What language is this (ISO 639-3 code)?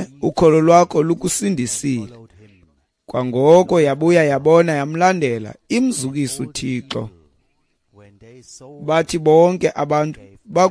xho